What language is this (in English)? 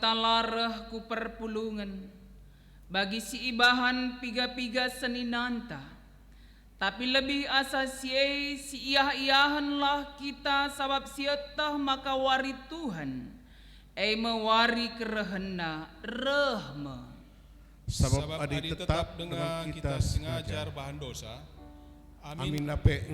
Batak Karo